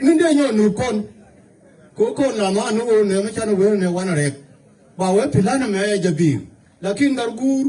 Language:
Nuer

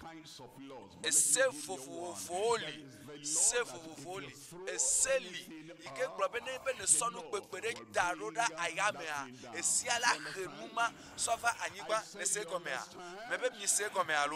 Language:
Ewe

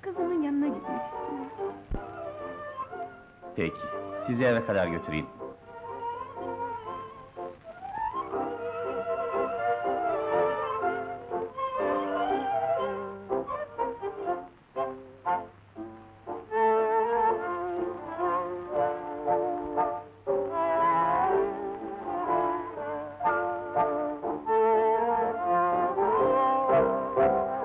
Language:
Turkish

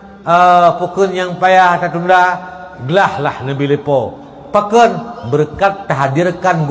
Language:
Achinese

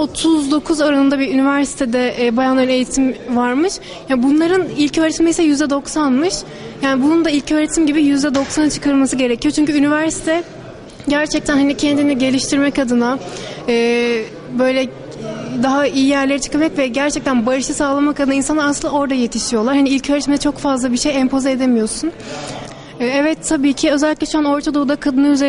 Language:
Turkish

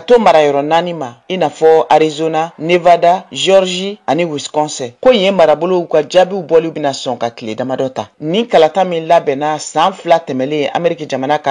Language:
Bambara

